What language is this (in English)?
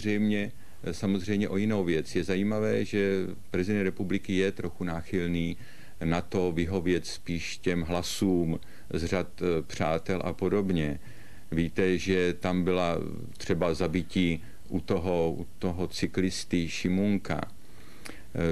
Czech